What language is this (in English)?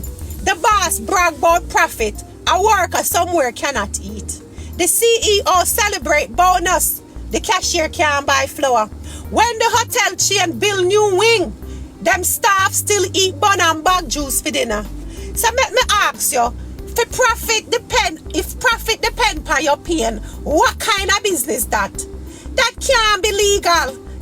Jamaican Creole English